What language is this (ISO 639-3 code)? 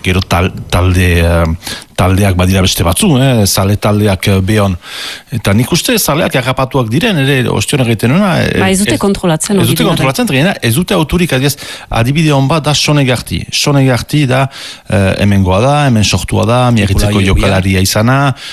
eus